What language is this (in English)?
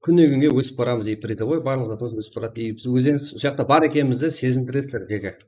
Kara-Kalpak